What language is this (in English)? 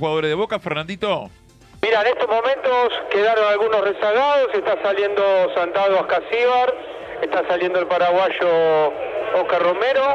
Spanish